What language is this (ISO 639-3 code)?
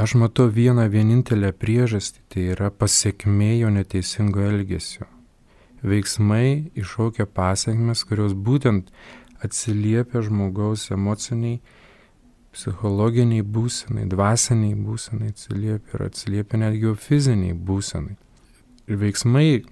lit